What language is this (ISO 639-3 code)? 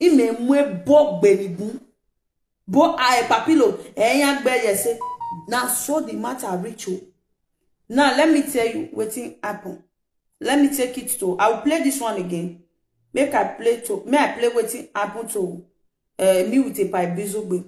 pcm